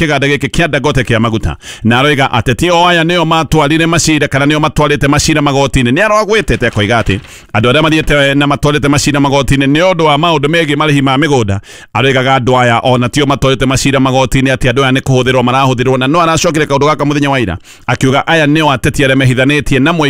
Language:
Kikuyu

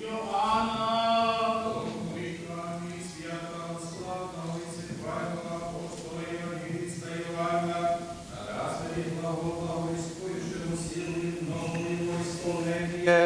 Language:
Rusyn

